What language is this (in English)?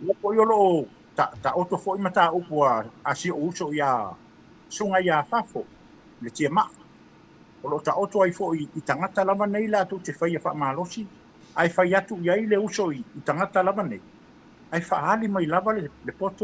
Samoan